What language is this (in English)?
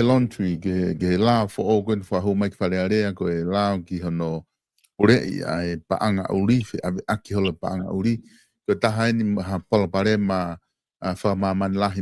Tongan